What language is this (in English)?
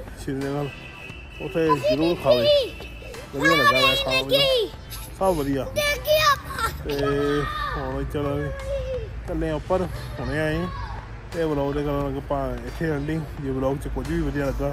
Punjabi